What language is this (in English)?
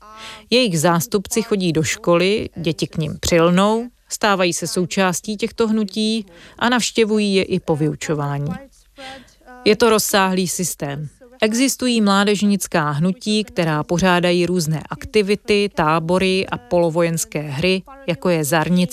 Czech